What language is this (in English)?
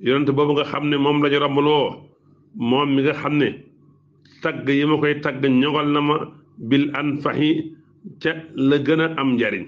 Wolof